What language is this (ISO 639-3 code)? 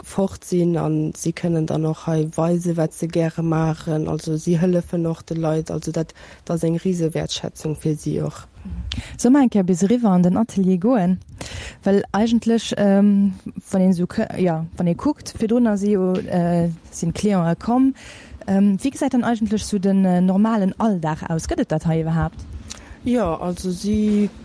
ltz